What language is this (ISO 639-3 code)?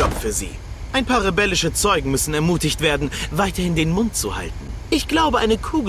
bar